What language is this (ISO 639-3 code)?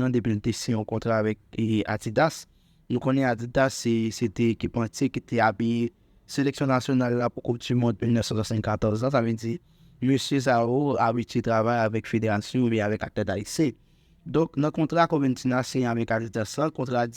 hat